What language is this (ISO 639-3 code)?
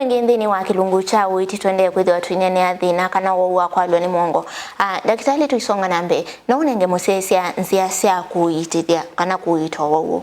kam